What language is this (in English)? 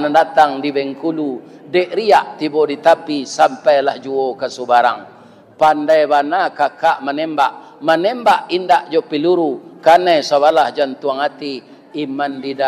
Minangkabau